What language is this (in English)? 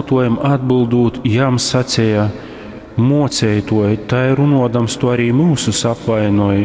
Latgalian